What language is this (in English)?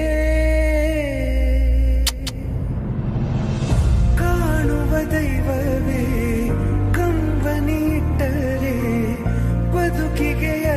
Kannada